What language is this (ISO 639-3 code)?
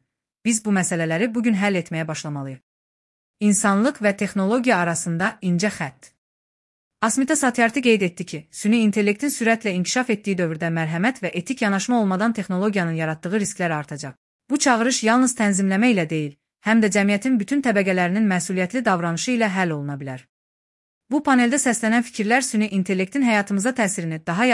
aze